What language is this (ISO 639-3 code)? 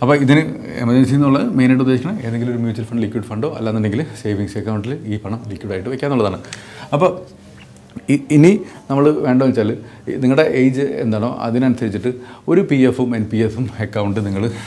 mal